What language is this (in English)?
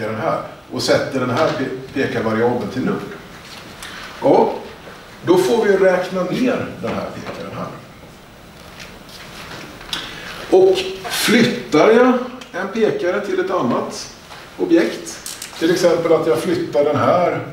Swedish